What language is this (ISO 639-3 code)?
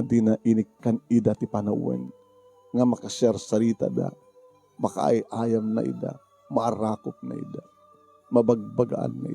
ilo